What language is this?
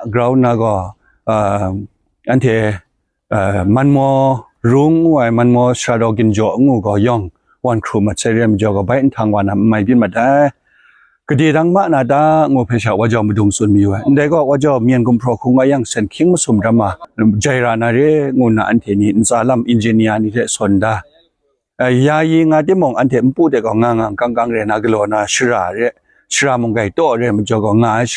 Kachin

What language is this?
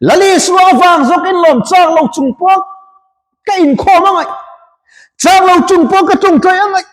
Mizo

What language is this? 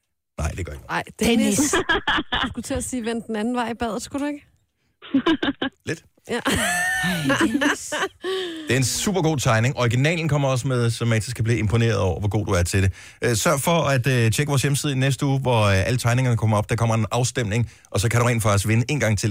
Danish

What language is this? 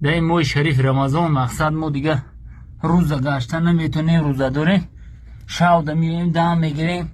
Tajik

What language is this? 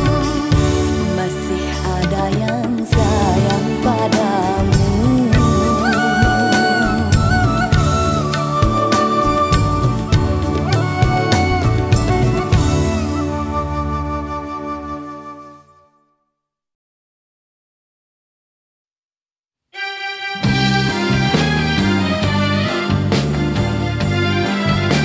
Malay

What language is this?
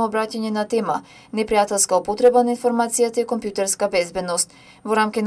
Macedonian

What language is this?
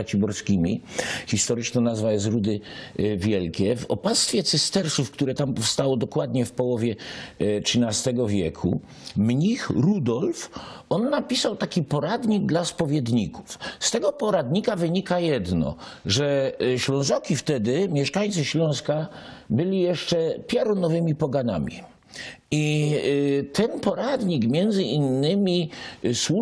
Silesian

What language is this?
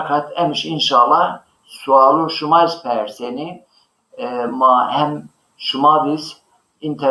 Zaza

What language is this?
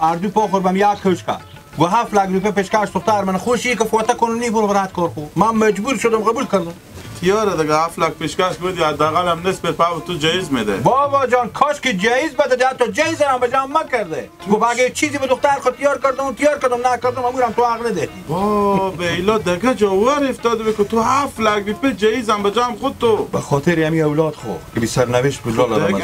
Hazaragi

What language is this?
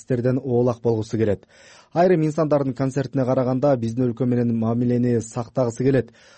Kyrgyz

